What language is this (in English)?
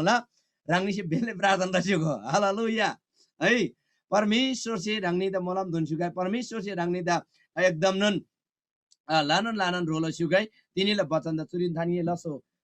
Eastern Tamang